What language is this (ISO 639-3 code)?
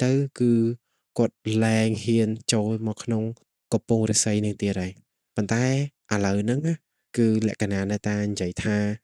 khm